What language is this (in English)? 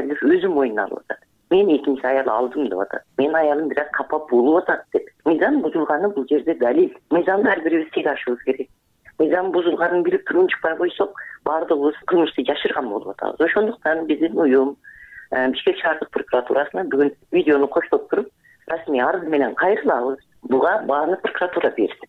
Kyrgyz